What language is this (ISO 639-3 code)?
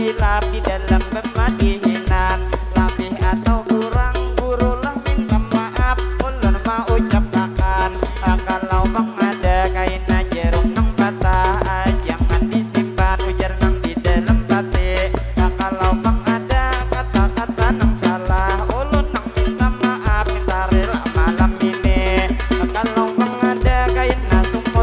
bjn